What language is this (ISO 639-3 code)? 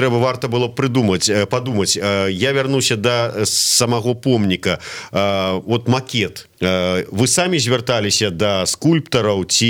bel